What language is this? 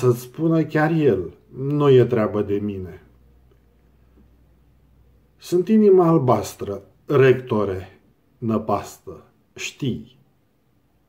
Romanian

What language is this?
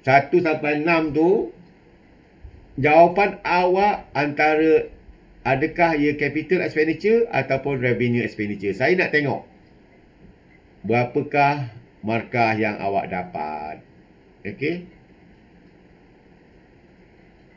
Malay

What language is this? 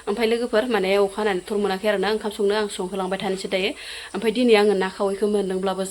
Bodo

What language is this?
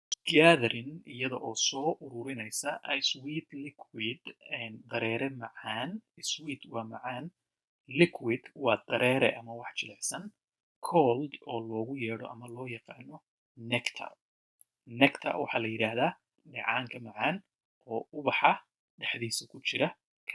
Somali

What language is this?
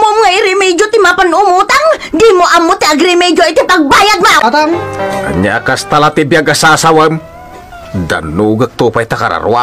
Iloko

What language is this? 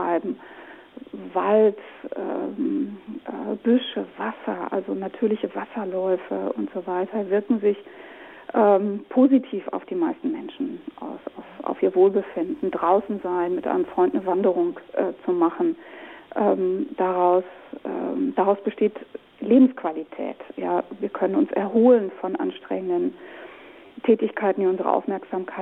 Luxembourgish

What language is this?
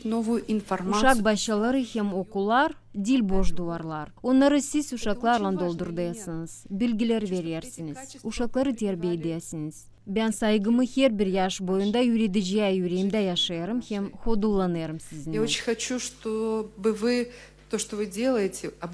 Gagauz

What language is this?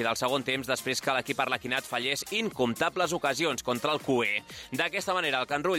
Catalan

